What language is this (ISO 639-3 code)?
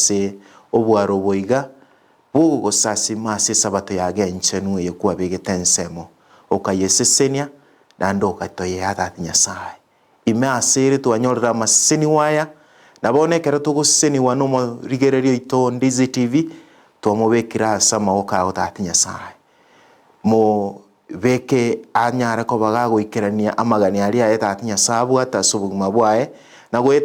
guz